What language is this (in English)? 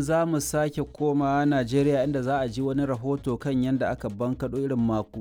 Hausa